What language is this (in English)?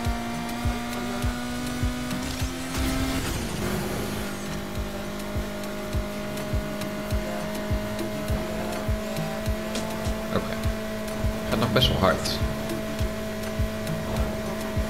Dutch